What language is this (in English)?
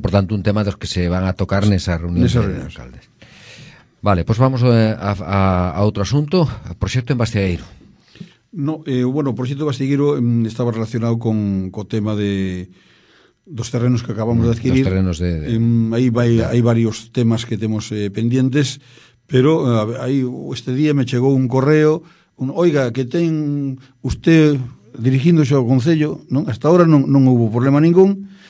Galician